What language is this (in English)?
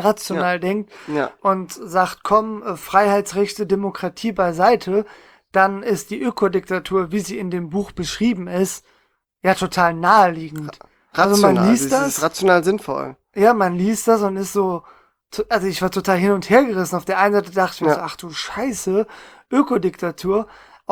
German